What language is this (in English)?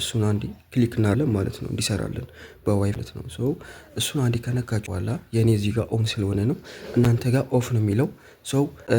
Amharic